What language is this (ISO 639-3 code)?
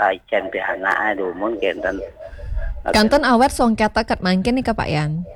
ban